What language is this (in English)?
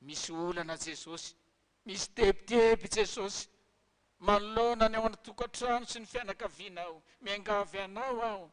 Malagasy